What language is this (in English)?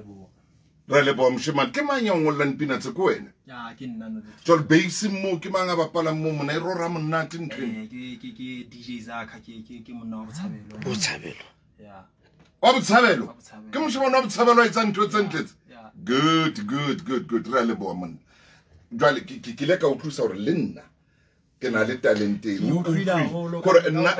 Southern Sotho